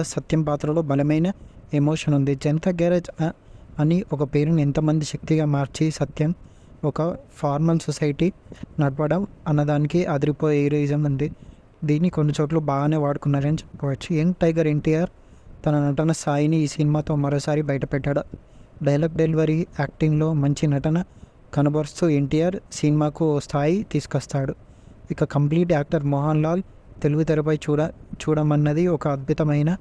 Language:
Telugu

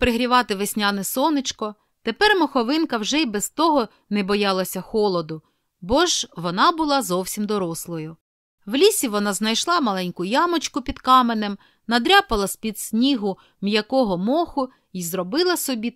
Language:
Ukrainian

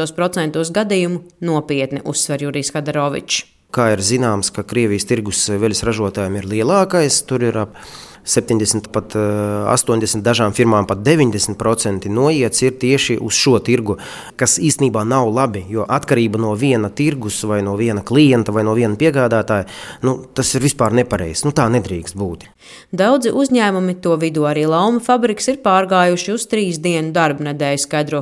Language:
Latvian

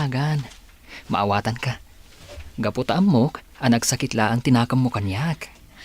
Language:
Iloko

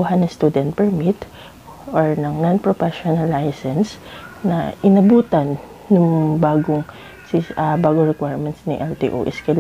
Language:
Filipino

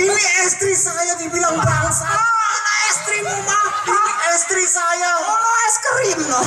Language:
Betawi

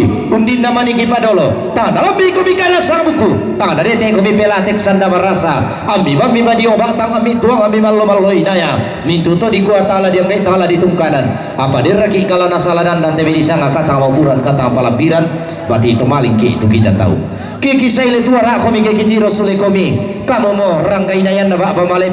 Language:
Toraja-Sa'dan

